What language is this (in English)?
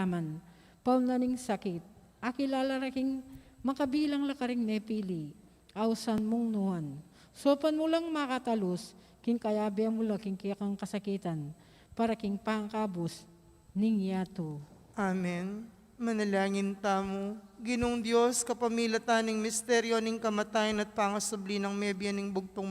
Pampanga